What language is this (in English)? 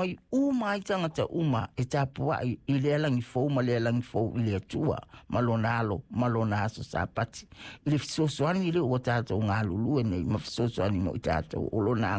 Samoan